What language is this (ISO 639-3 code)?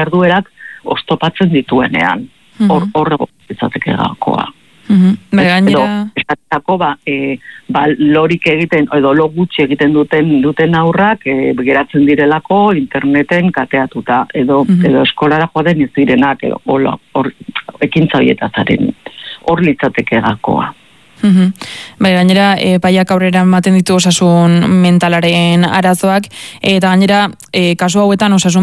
eus